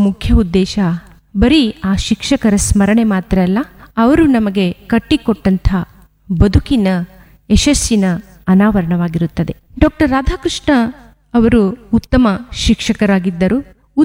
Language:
Kannada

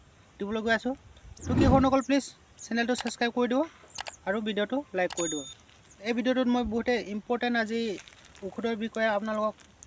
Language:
Assamese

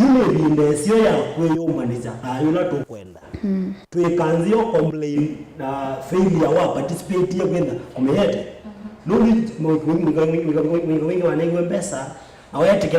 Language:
Kamba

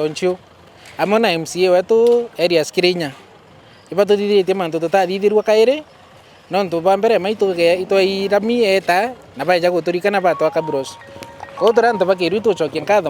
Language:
Meru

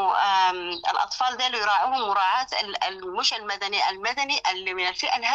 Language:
Sudanese Arabic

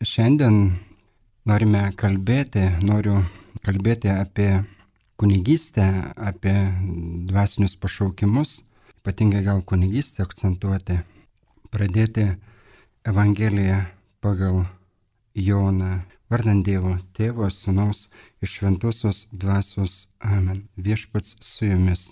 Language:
Lithuanian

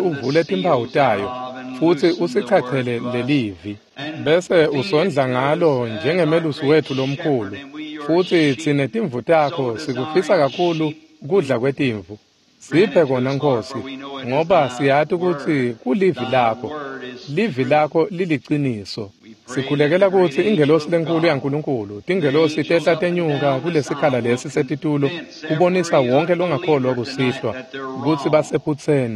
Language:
Swati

